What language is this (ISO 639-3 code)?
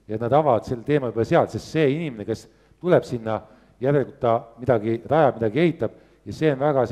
est